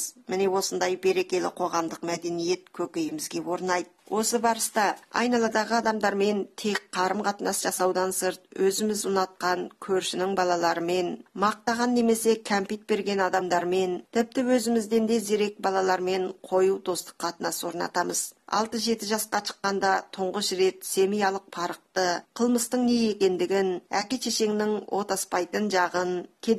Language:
Kazakh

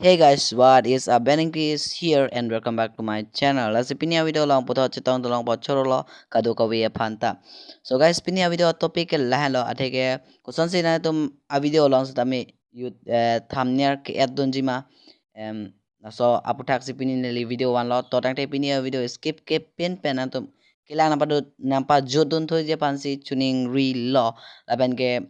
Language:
Karbi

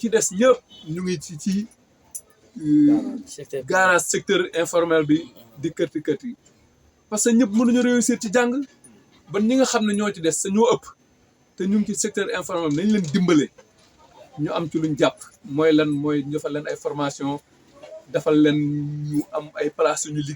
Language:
Wolof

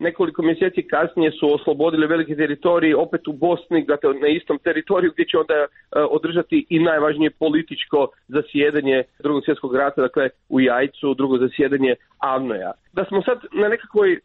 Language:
Croatian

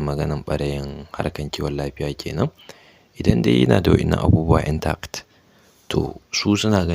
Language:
Hausa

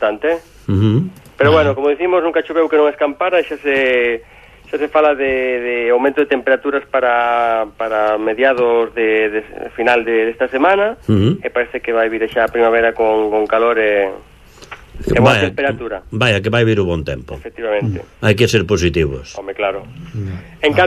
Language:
Galician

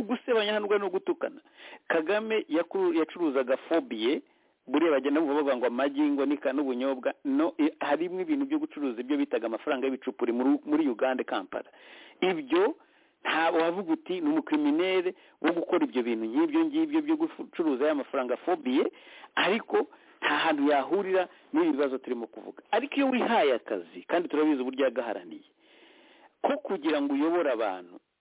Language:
Kinyarwanda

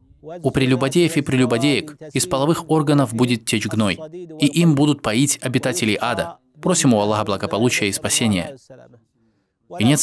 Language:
Russian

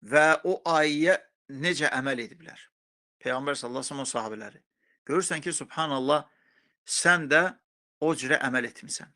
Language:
Azerbaijani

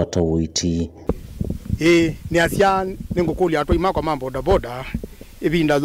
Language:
Kamba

